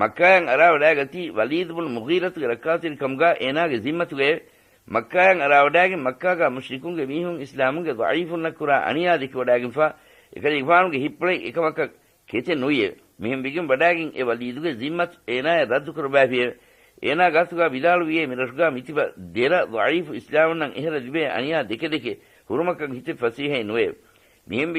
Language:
Divehi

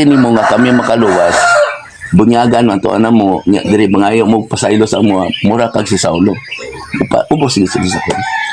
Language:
Cebuano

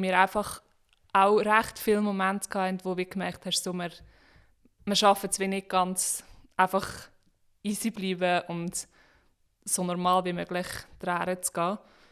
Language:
Swiss German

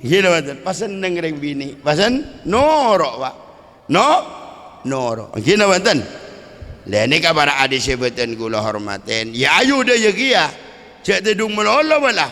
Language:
Madurese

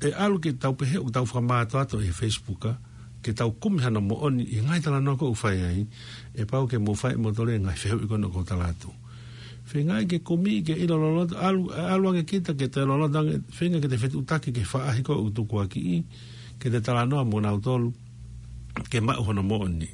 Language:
Tongan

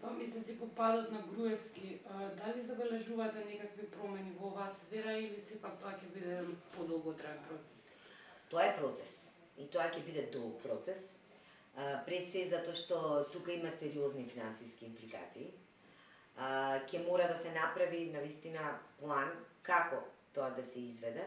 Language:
Macedonian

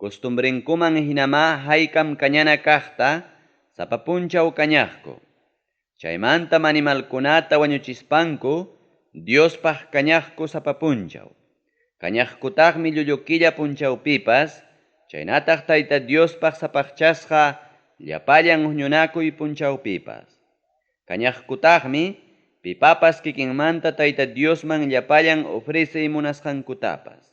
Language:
Ayacucho Quechua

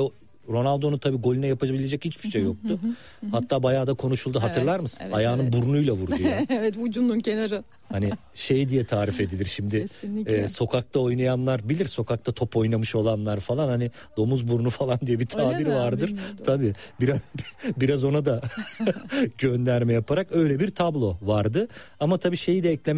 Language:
Turkish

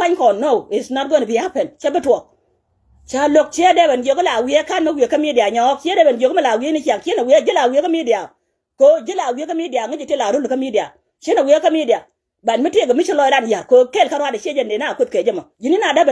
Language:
Nuer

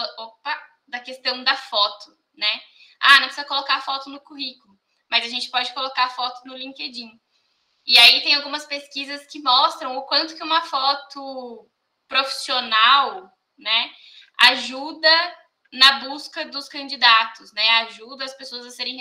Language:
Portuguese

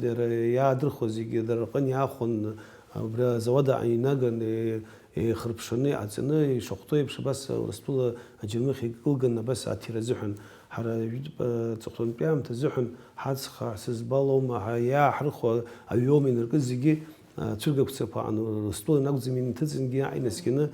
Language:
Abkhazian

